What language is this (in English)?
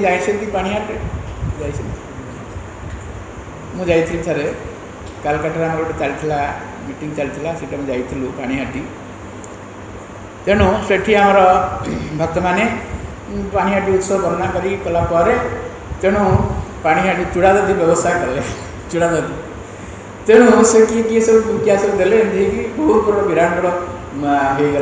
Odia